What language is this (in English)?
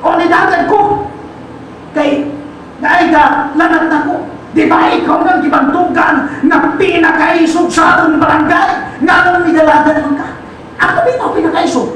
Cebuano